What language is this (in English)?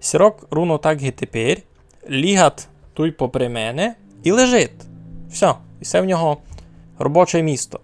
Rusyn